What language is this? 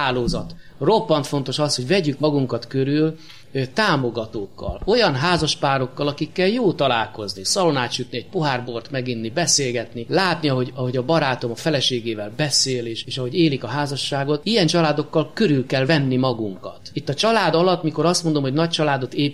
Hungarian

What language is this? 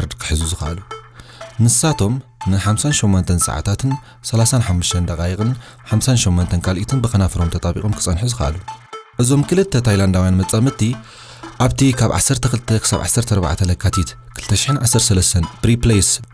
Tigrinya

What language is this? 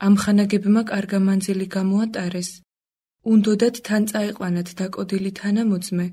Georgian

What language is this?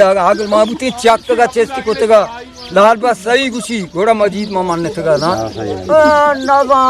Eastern Balochi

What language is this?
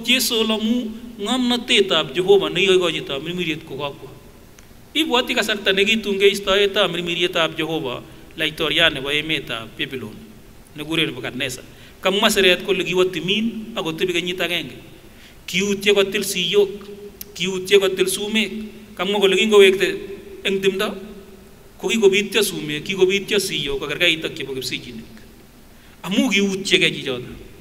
Kipsigis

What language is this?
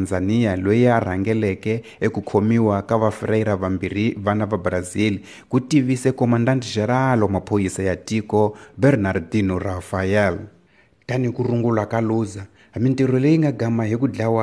Tsonga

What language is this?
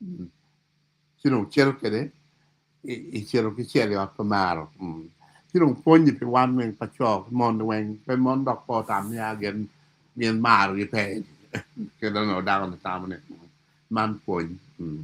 Acoli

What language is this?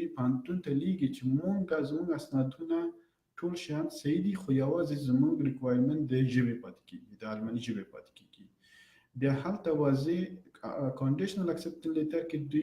Pashto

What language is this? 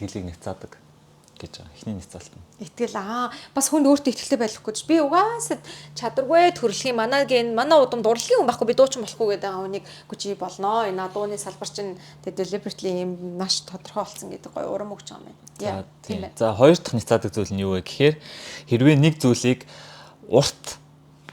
Mongolian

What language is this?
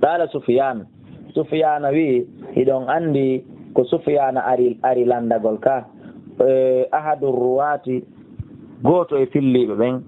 Fula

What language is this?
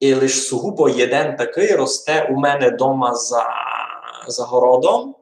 Rusyn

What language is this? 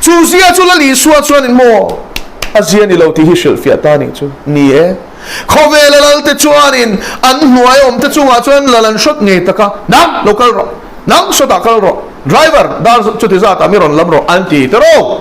Mizo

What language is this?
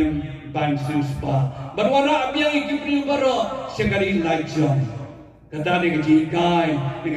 Khasi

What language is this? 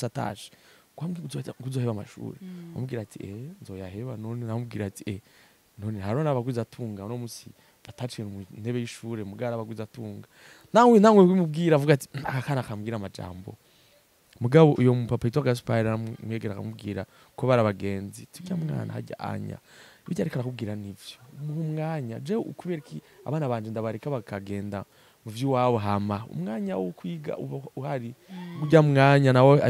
Rundi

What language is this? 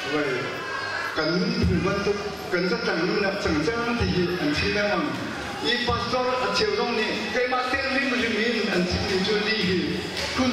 Hakha Chin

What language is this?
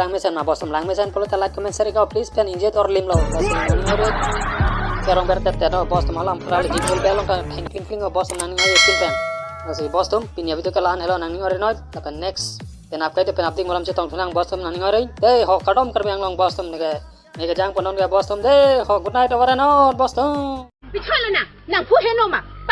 Karbi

